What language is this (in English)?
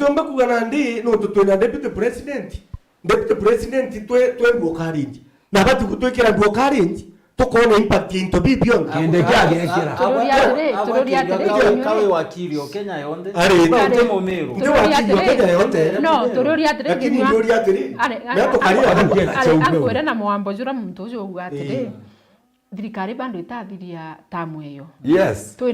Meru